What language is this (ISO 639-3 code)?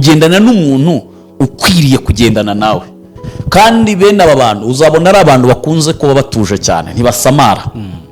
kin